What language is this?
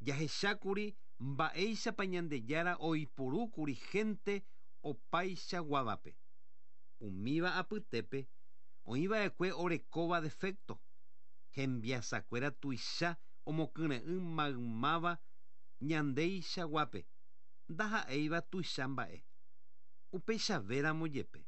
Guarani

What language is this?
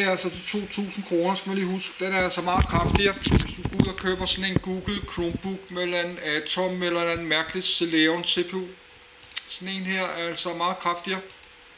Danish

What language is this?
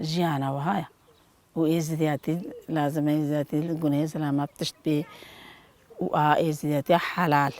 Kurdish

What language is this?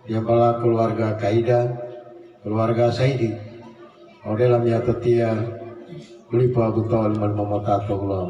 Gorontalo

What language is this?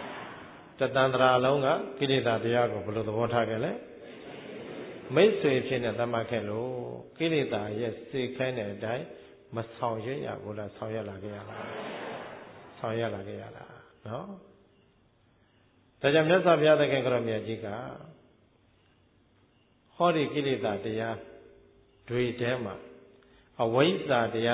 Burmese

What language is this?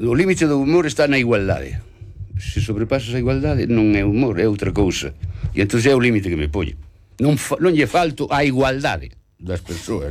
Galician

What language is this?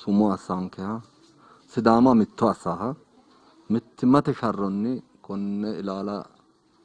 Sidamo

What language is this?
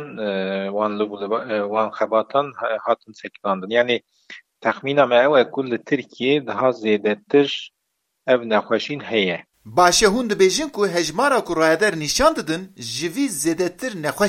Kurdish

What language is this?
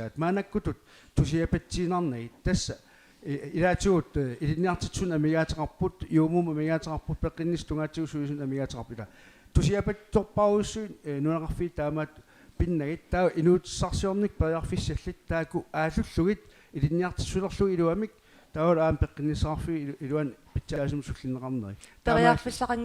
Kalaallisut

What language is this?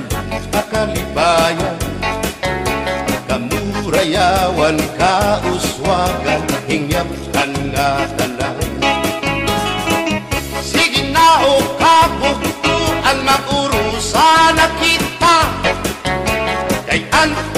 Waray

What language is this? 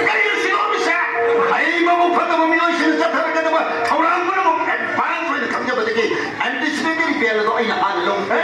Manipuri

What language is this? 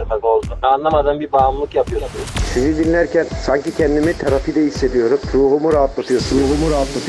Turkish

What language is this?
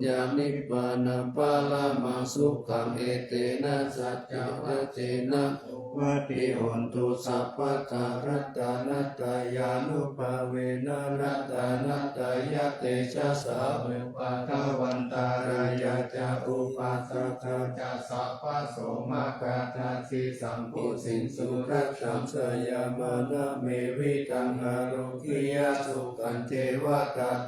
Pali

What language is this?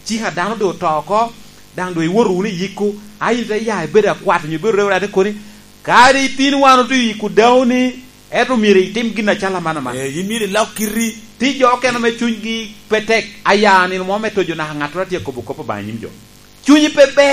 Lango (Uganda)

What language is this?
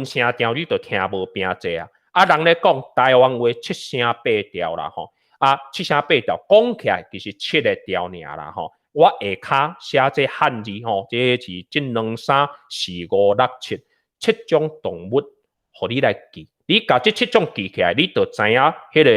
Min Nan Chinese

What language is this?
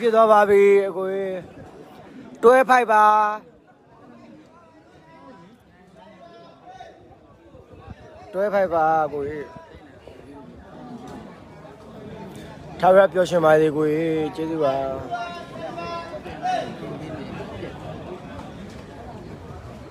Burmese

